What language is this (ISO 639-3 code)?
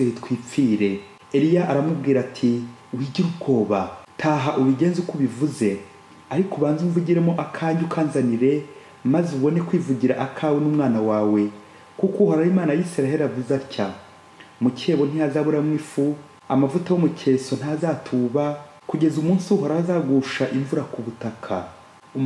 kin